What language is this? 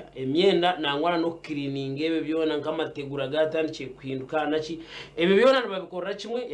Nyankole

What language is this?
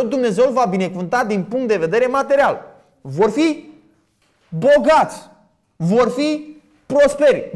Romanian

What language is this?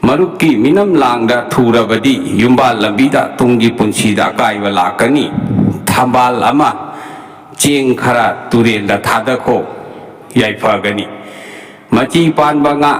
Manipuri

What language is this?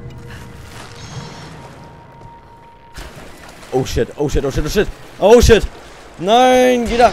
German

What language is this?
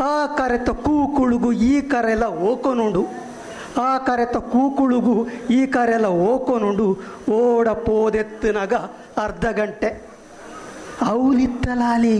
Tulu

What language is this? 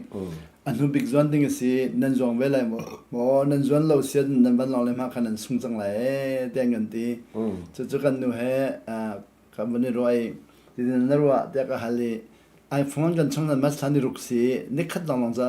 Hakha Chin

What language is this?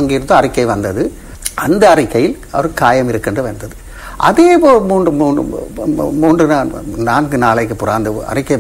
Tamil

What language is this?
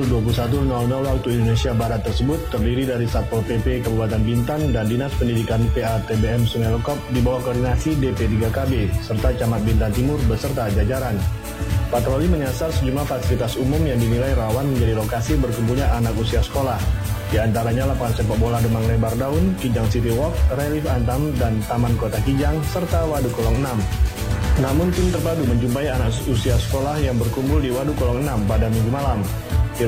Indonesian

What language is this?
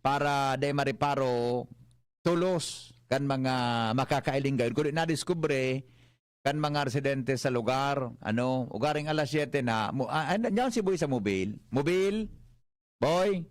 Bikol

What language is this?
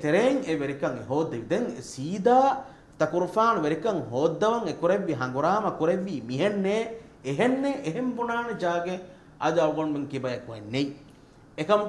Divehi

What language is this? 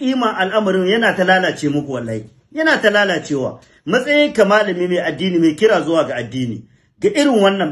Hausa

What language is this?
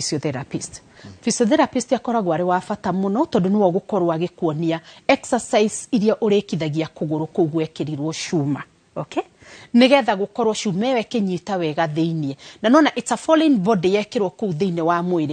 Kikuyu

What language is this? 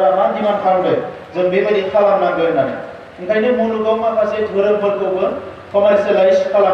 Bodo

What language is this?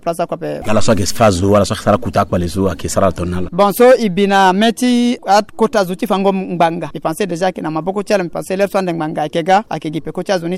Sango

